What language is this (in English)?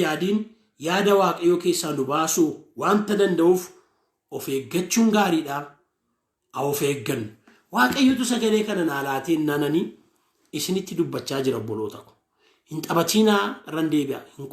Oromo